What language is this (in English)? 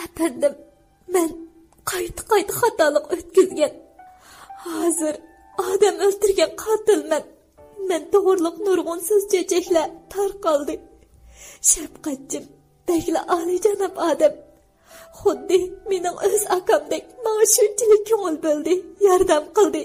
Uyghur